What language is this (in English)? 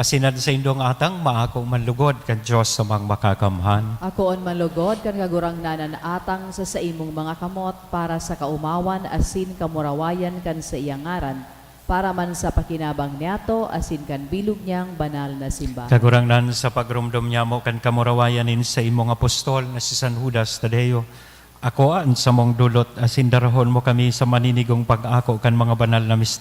Bikol